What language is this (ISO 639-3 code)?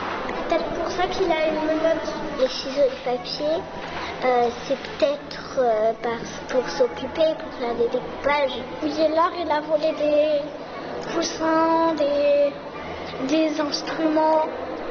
fra